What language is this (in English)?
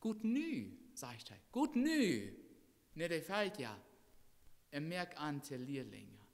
Plautdietsch